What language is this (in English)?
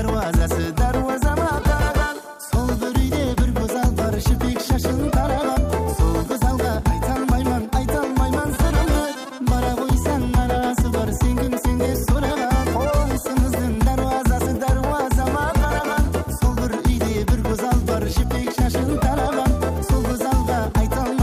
Kara-Kalpak